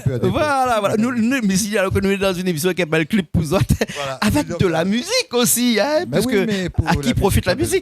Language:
Réunion Creole French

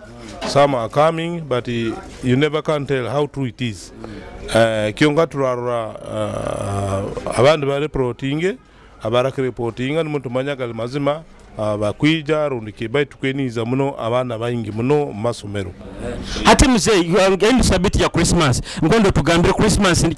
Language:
Nyoro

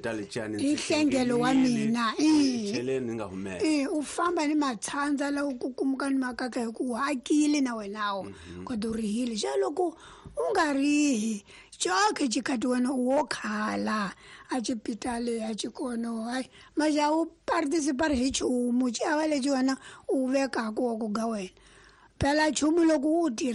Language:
Tsonga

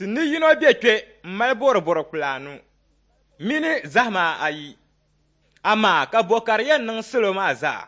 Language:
Dagbani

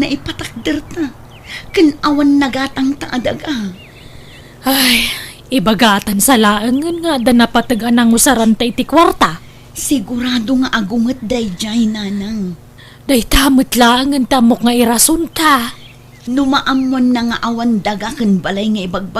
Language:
Iloko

